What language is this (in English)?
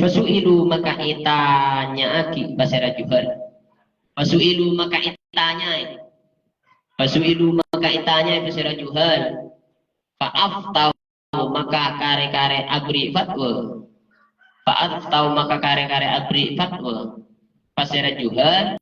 Madurese